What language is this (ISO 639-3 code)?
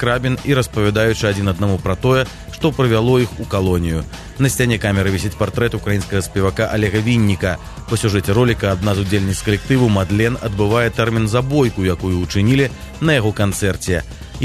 bel